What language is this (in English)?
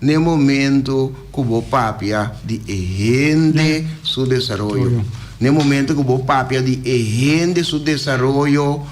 Papiamento